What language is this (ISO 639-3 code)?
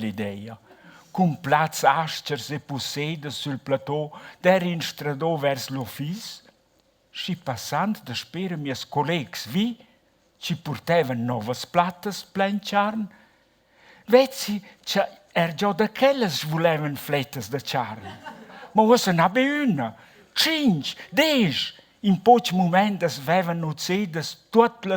roh